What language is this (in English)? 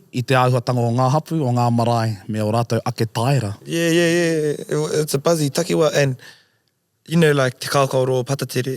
Māori